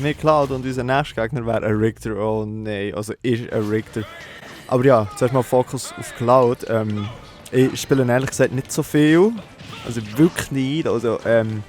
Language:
Swiss German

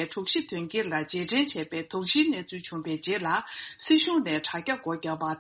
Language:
Tibetan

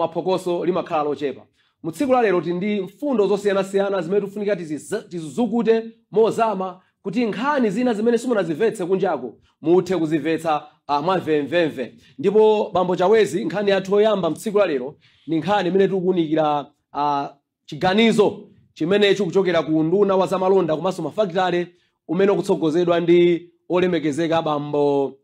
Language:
Nyanja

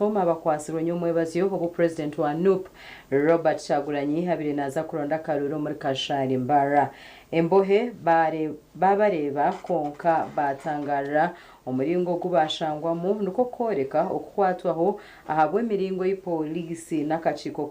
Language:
Nyankole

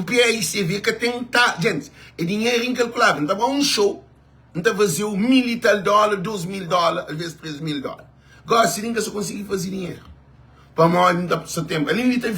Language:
Kabuverdianu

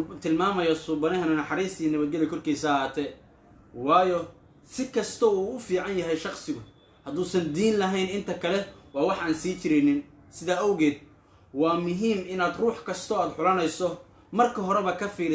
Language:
Somali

